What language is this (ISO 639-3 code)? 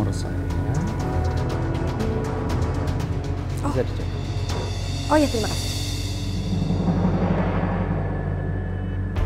ind